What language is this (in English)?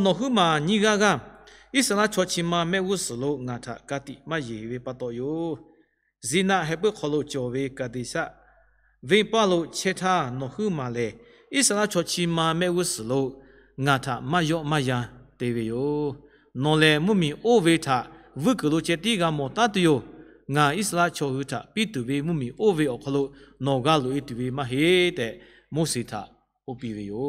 Lahu